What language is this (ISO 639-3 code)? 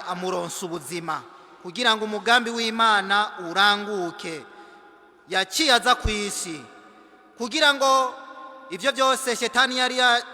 run